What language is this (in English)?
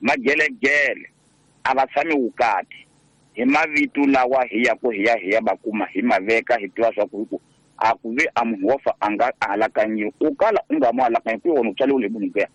Tsonga